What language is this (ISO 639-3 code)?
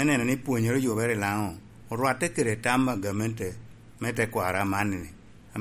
laj